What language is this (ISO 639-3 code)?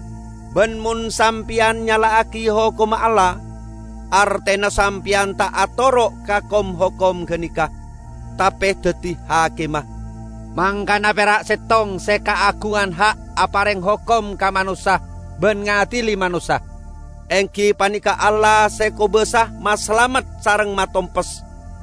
mad